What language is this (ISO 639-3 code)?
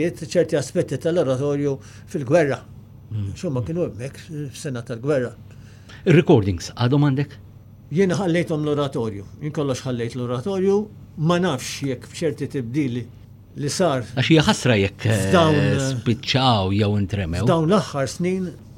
mlt